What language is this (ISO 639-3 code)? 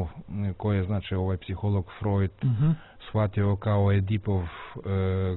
hrv